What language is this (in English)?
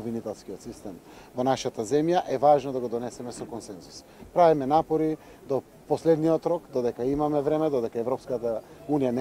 Macedonian